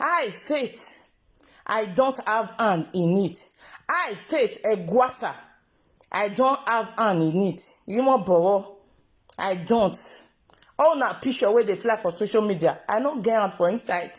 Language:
Nigerian Pidgin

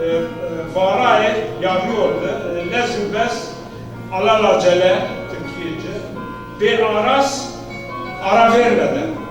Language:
Zaza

